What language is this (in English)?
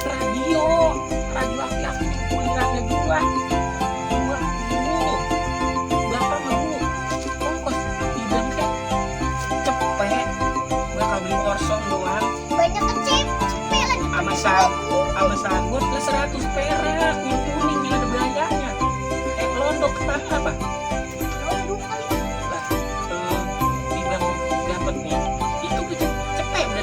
Betawi